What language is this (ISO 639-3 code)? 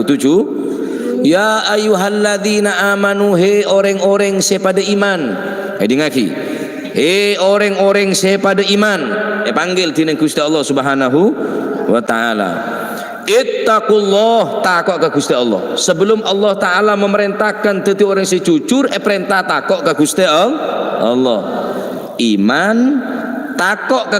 mad